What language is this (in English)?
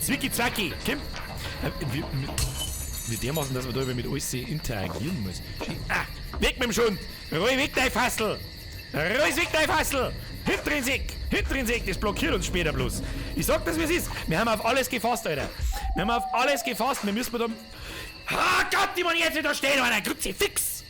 Bavarian